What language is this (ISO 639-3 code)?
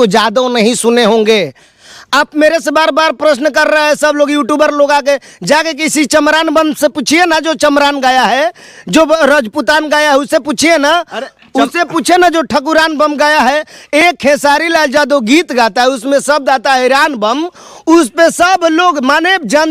bho